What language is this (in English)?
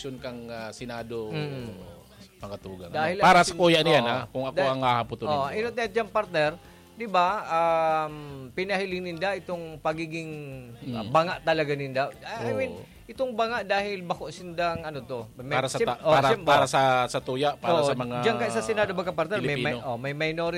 Bikol